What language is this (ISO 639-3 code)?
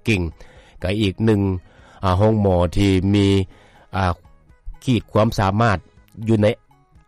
lao